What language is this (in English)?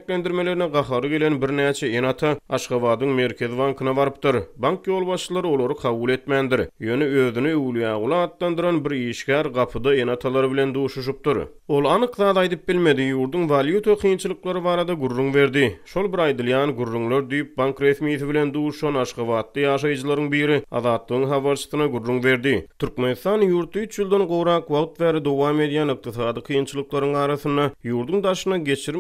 Turkmen